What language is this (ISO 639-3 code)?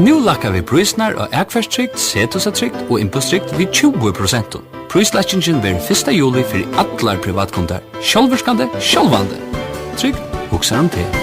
fao